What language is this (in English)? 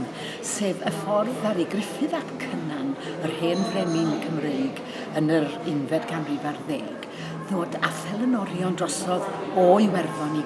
Welsh